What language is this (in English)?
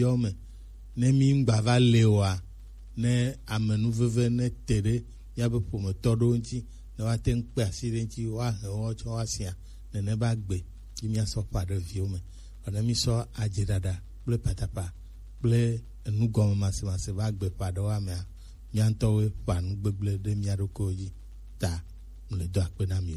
Gen